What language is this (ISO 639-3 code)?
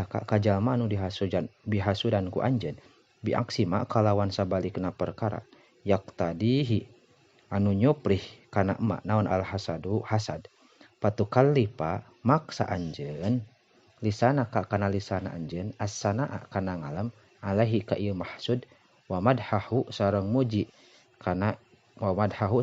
sun